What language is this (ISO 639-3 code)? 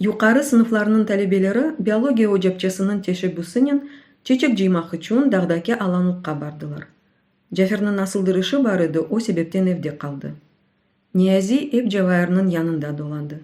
crh